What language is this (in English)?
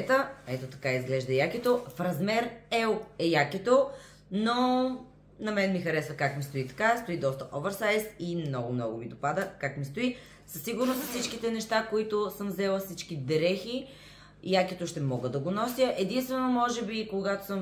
Bulgarian